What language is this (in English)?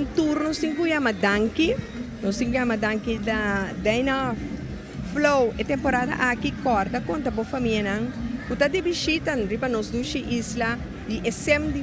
Papiamento